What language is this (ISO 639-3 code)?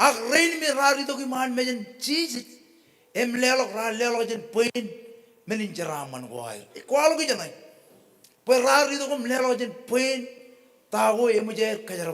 mah